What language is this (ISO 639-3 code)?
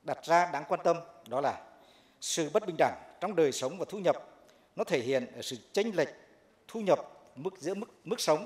vie